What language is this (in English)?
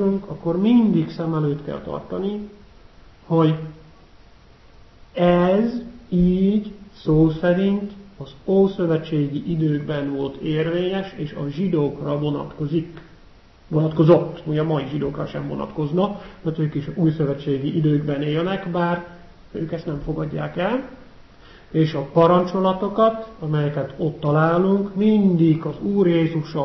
Hungarian